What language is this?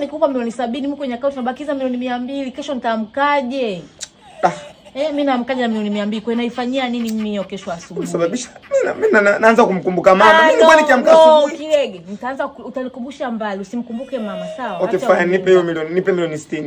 Swahili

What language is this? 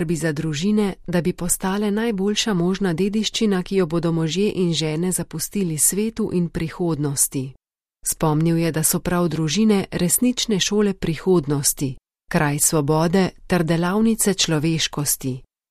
Slovenian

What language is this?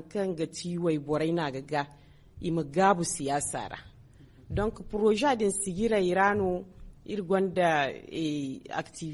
Zarma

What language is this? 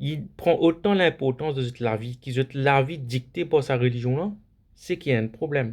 Morisyen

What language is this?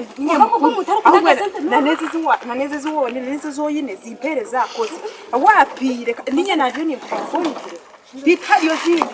Nyankole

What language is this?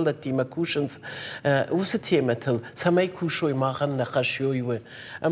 Ossetic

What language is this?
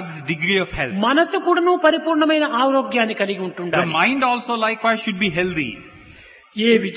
Telugu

